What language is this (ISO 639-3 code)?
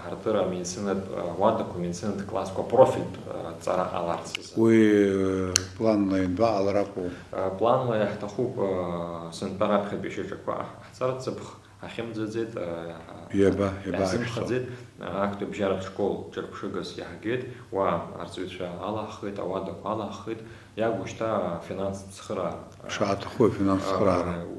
abk